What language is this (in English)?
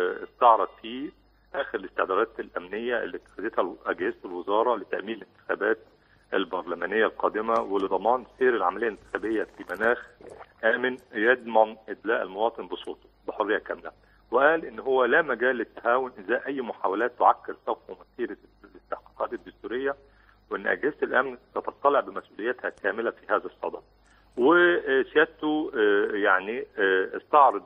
Egyptian Arabic